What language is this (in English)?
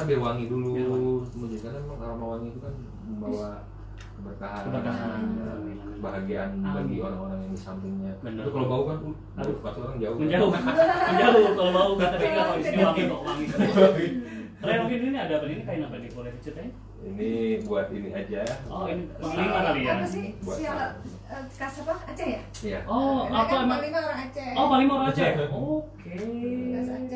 Indonesian